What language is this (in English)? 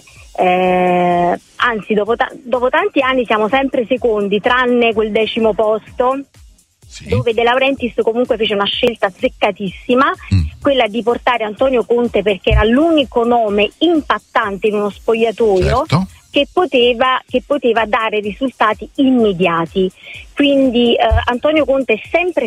Italian